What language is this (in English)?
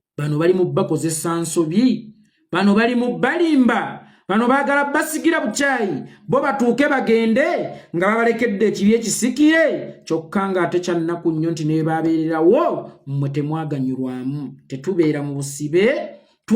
Ganda